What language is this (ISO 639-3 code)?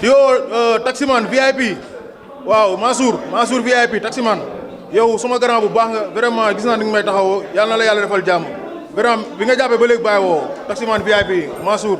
wol